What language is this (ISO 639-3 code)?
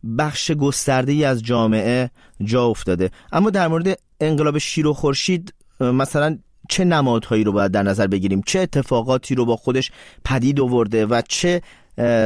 fas